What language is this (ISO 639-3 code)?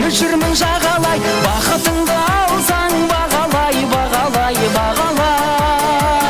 kaa